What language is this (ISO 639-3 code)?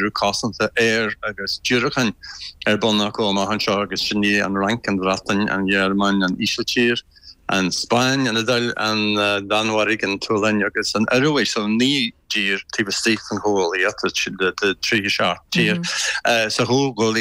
gle